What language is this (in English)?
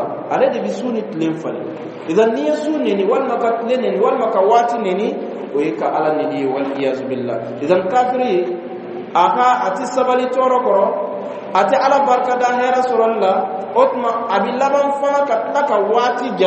Bambara